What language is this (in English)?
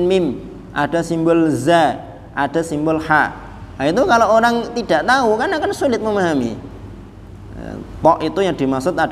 Indonesian